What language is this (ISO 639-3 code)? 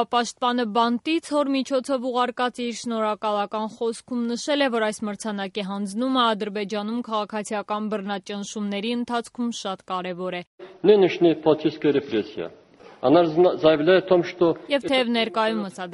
hye